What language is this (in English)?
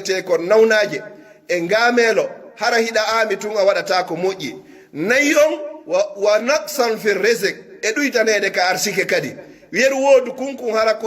Pular